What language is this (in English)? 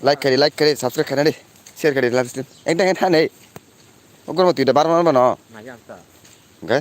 Kok Borok